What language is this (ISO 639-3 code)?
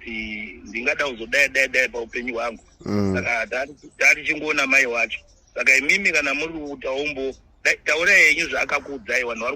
sna